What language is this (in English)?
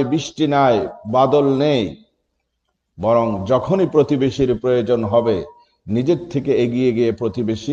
Bangla